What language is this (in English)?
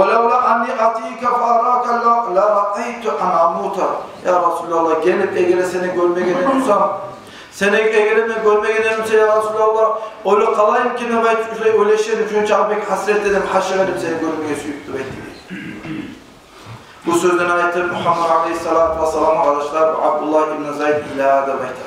Kumyk